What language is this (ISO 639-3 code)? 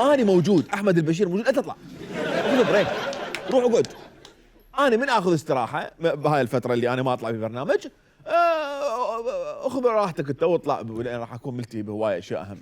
acm